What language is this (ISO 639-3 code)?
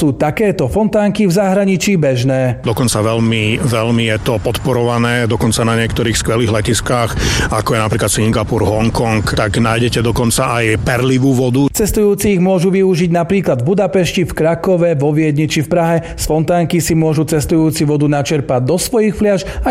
slk